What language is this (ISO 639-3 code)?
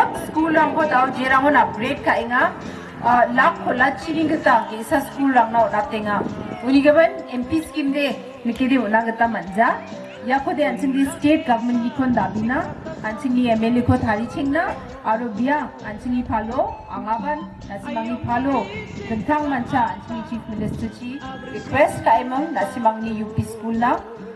grt